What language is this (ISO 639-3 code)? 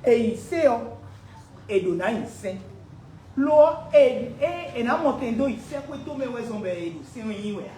fon